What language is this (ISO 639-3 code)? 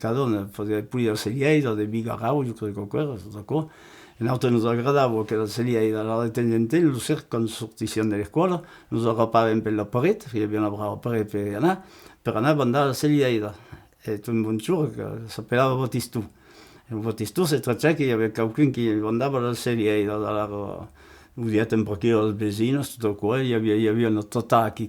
oci